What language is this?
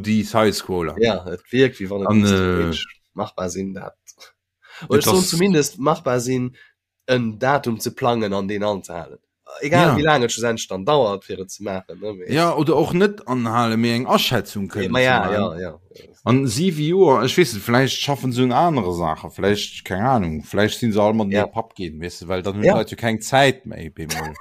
Luxembourgish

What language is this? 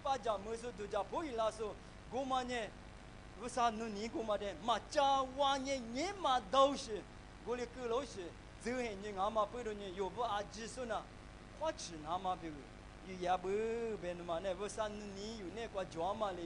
Lisu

